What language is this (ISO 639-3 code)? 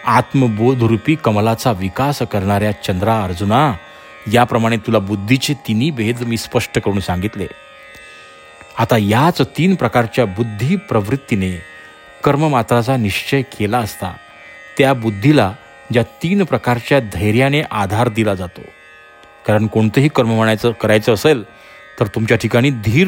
mar